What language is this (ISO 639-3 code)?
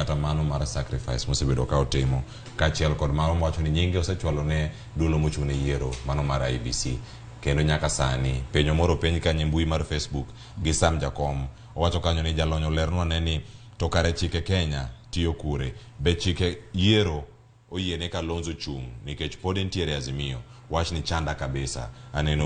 luo